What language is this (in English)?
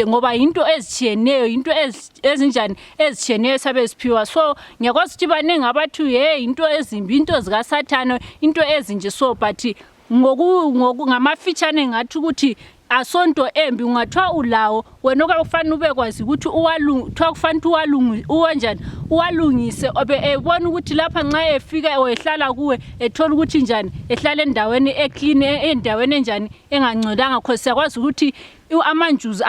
Shona